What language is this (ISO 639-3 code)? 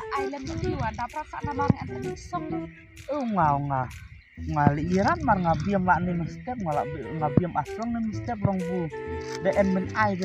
kha